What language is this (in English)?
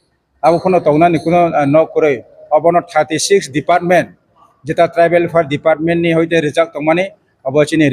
Riang (India)